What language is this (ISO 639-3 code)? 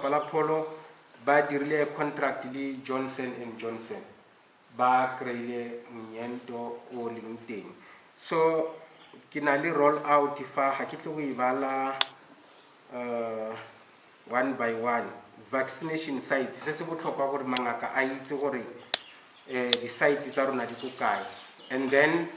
tsn